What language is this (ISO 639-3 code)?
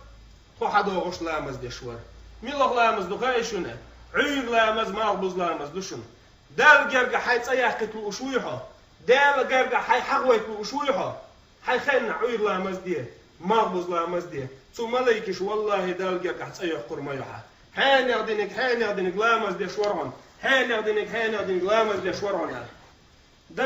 che